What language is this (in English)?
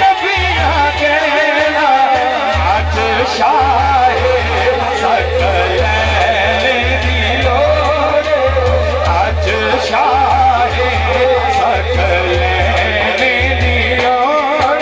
Saraiki